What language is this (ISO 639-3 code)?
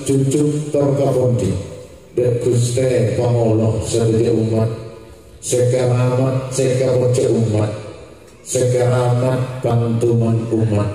mad